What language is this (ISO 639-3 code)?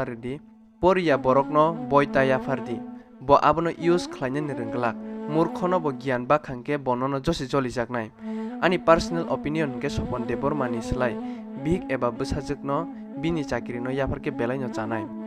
trp